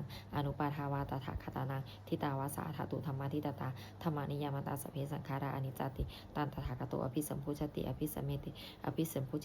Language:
Pali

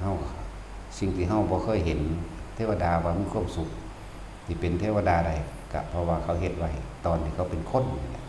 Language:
Northeastern Thai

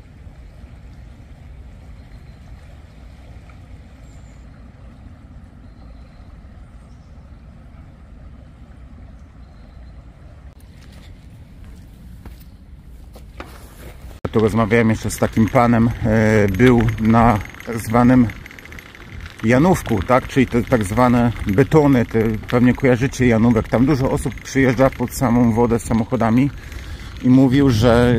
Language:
Polish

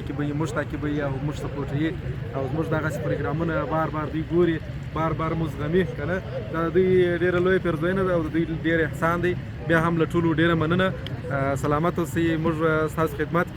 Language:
Pashto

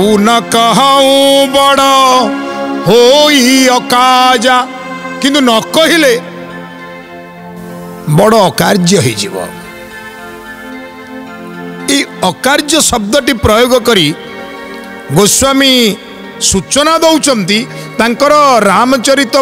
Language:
Odia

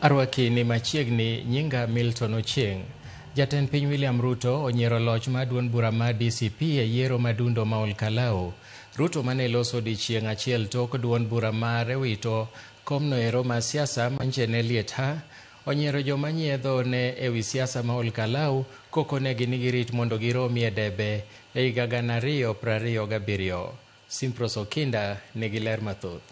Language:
Luo (Kenya and Tanzania)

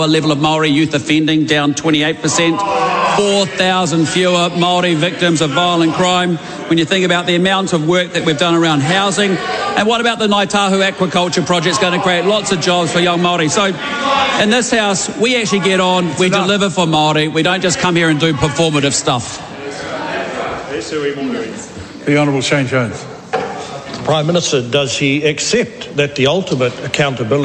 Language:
English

